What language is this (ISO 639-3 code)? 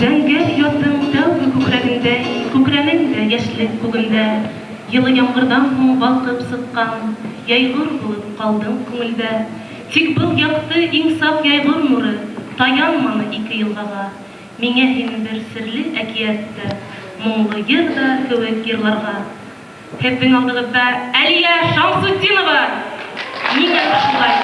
bak